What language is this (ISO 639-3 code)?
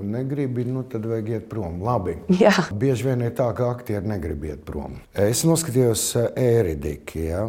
lav